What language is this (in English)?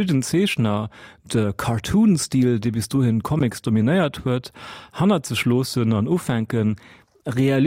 Luxembourgish